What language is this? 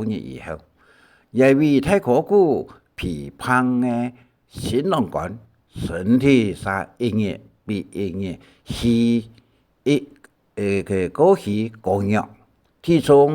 Hakka Chinese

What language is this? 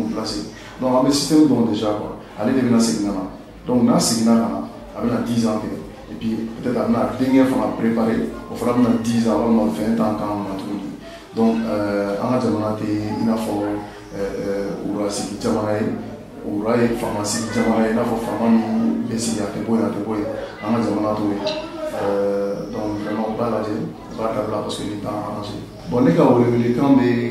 Bambara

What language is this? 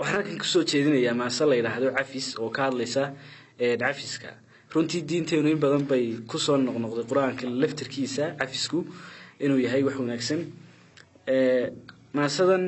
Somali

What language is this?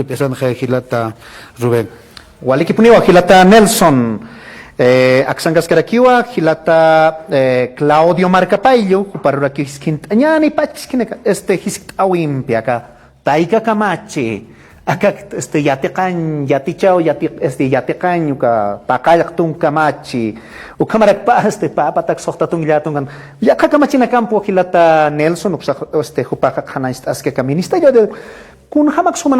Aymara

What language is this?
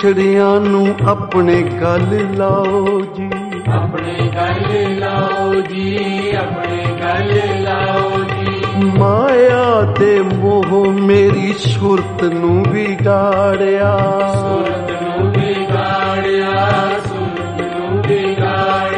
Punjabi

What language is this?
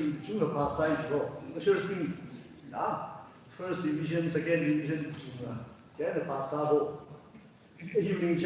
Tangkhul Naga (India)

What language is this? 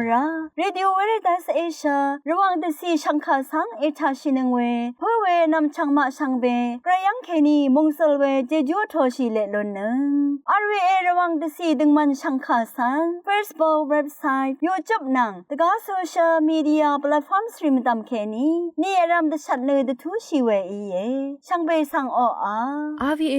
Rawang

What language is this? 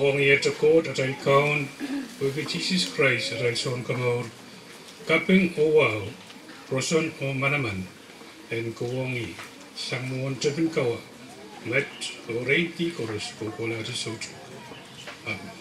Pohnpeian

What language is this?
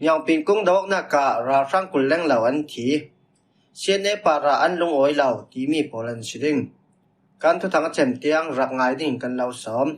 Falam Chin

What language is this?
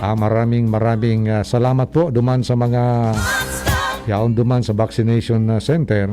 Bikol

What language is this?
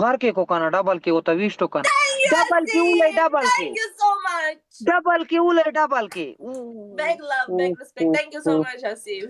Pashto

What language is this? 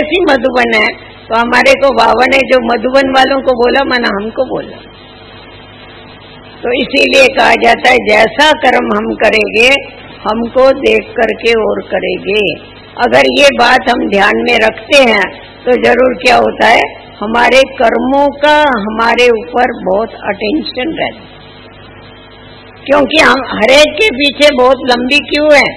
Hindi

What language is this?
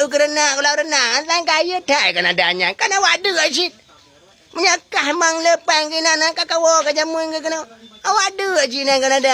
Achinese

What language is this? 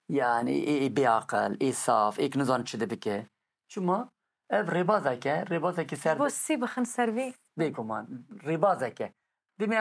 Kurdish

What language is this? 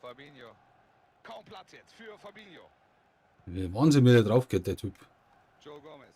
Bavarian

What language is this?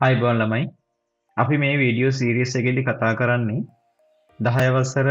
Sinhala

